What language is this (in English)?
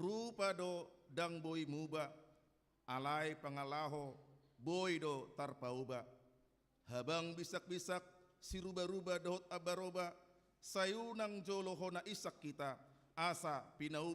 Batak Toba